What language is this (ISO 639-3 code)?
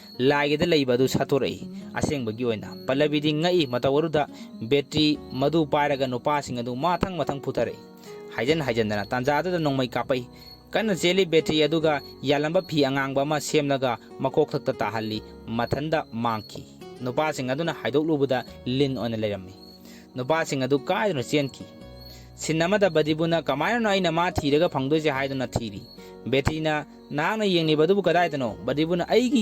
mni